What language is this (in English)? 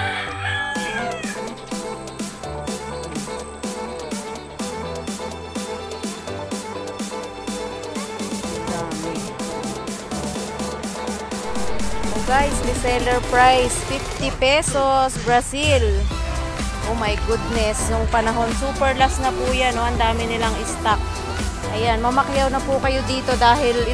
Filipino